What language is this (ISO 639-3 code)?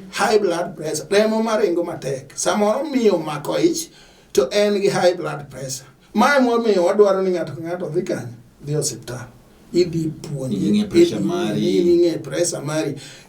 luo